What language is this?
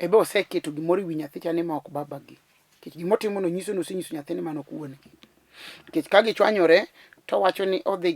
Luo (Kenya and Tanzania)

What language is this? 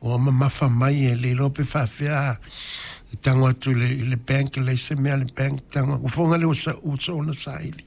Samoan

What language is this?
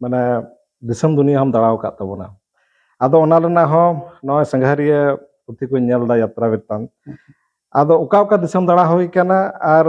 Santali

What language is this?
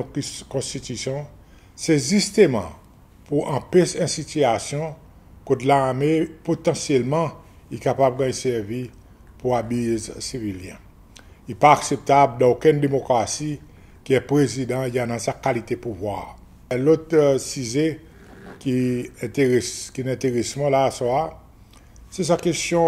Seselwa Creole French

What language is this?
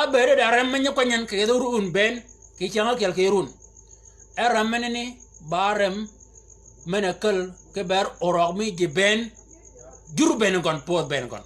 Shilluk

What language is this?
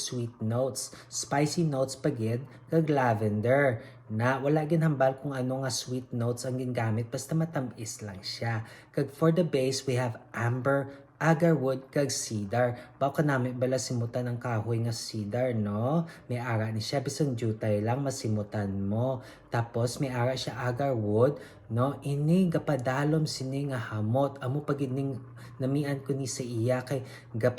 Hiligaynon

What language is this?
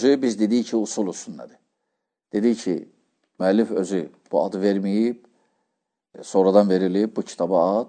Azerbaijani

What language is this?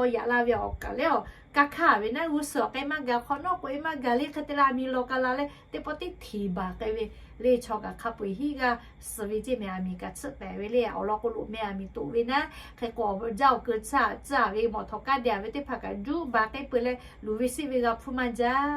Lahu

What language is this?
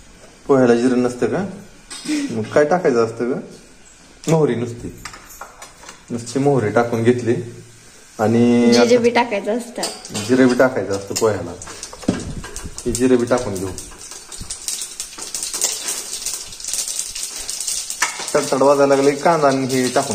Marathi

